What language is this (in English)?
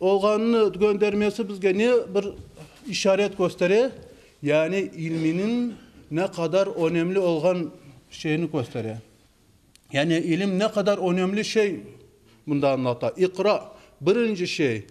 Crimean Tatar